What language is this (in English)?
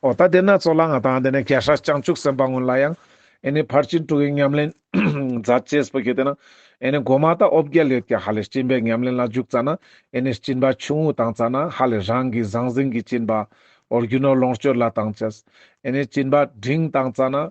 Ladakhi